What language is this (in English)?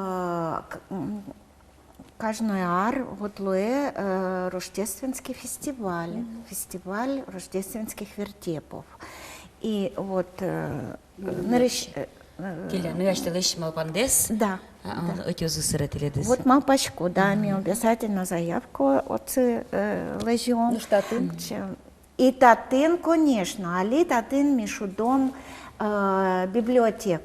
Udmurt